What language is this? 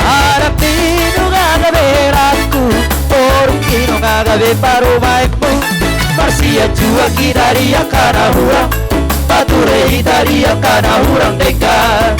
Batak Toba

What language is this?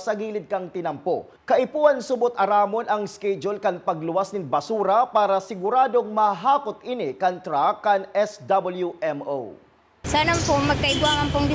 Bikol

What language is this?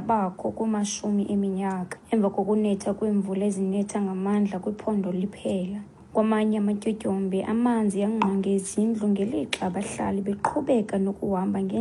Xhosa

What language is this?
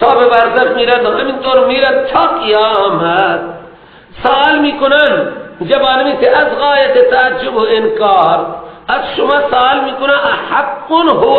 Persian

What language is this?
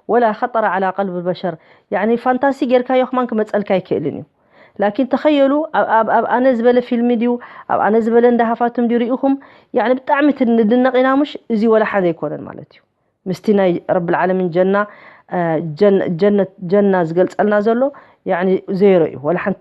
Tigrinya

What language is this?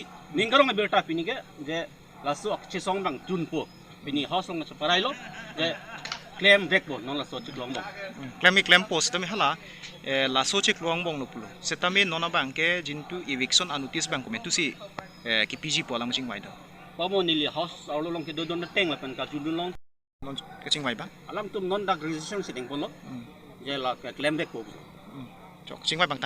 Karbi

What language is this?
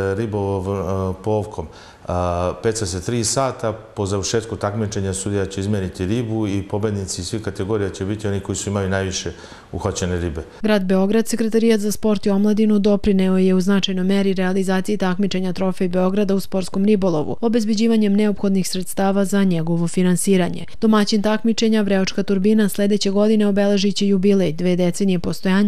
Serbian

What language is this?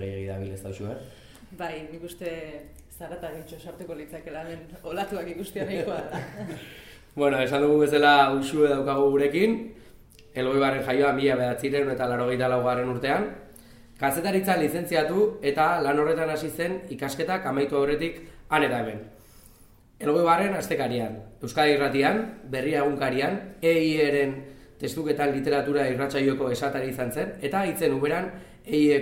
Basque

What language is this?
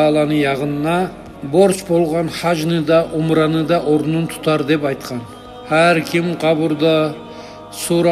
Kumyk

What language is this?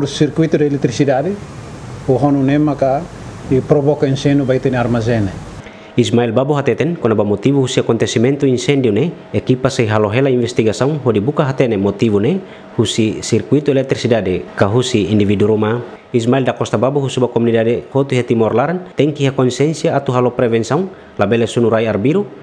Tetum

